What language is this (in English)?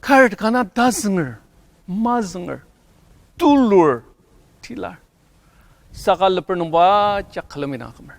Ao Naga